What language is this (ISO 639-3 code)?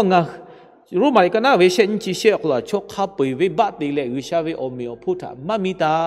lhu